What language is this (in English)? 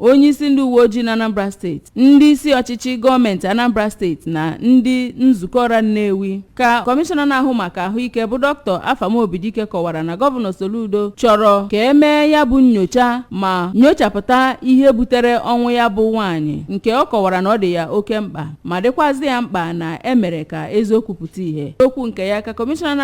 Igbo